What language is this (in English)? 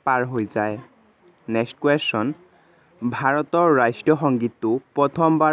Assamese